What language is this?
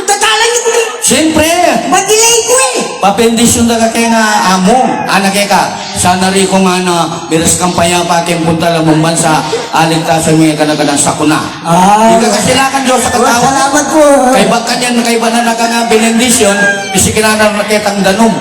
Pampanga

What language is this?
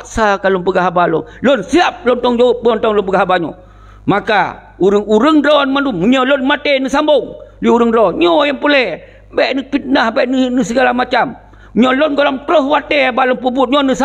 Achinese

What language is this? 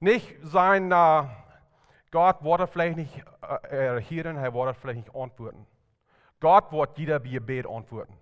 Plautdietsch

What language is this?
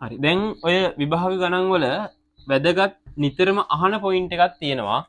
Sinhala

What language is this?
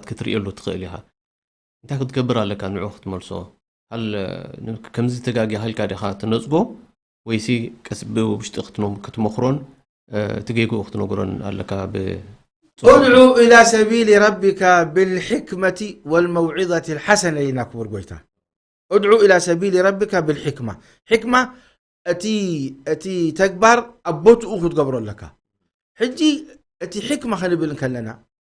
Tigrinya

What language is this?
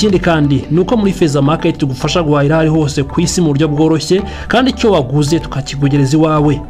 Kinyarwanda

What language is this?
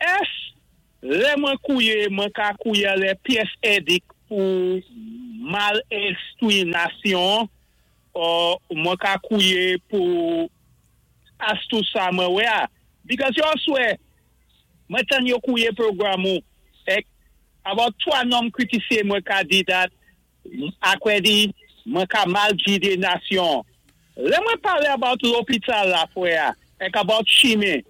Saint Lucian Creole French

